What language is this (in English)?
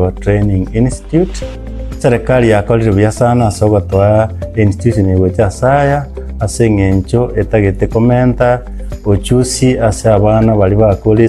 Gusii